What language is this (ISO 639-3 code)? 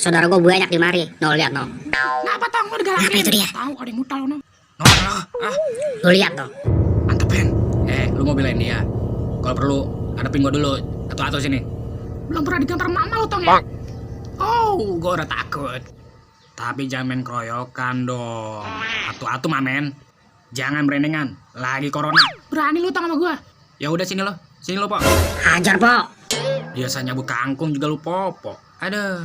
bew